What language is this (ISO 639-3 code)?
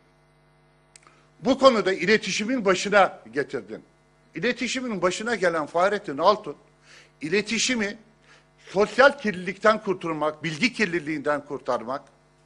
tur